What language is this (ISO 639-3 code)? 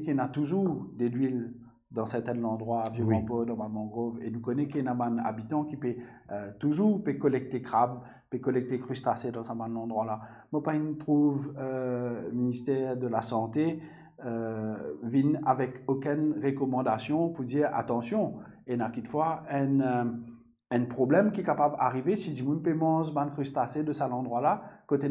mfe